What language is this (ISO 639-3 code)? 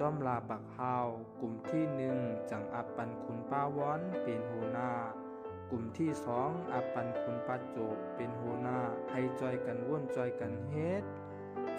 shn